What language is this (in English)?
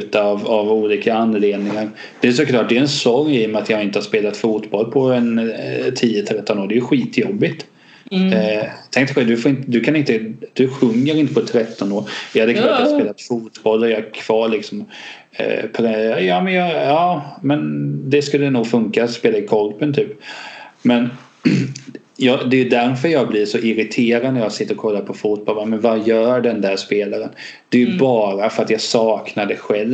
Swedish